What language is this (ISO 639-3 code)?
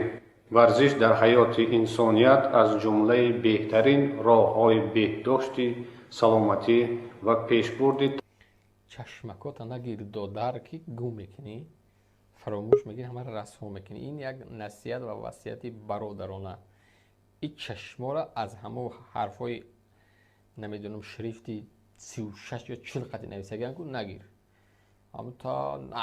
tgk